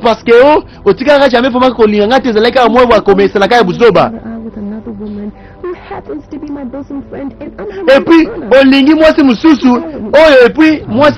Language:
Lingala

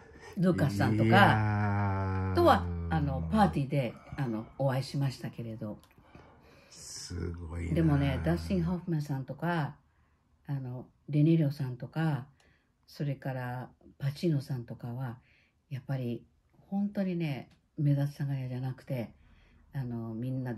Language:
Japanese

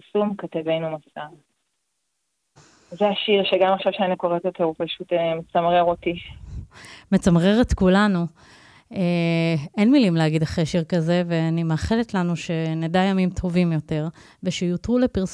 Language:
Hebrew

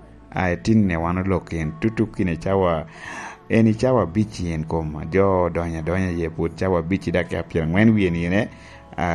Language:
Lango (Uganda)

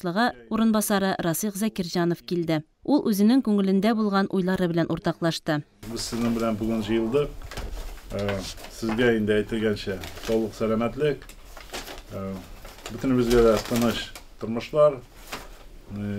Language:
Tatar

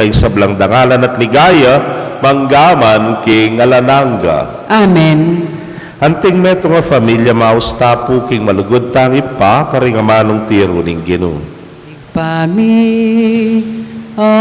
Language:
Pampanga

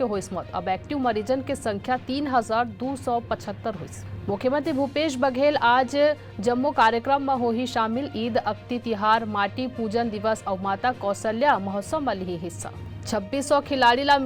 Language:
Chhattisgarhi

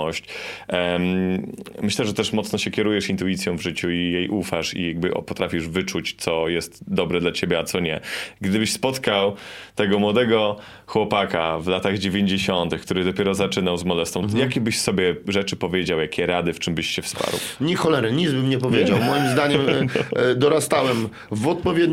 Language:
Polish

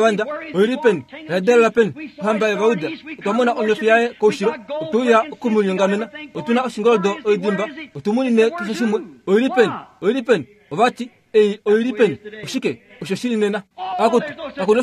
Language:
Kuanyama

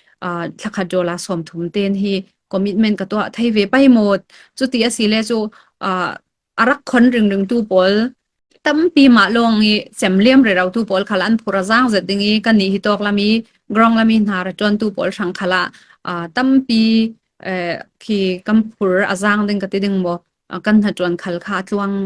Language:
Falam Chin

